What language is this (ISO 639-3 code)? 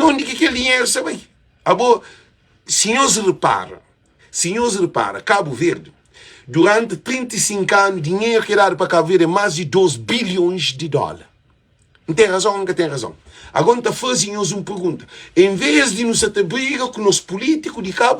kea